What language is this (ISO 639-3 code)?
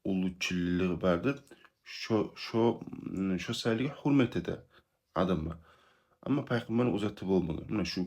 kum